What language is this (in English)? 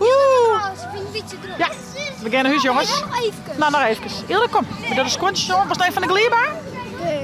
Western Frisian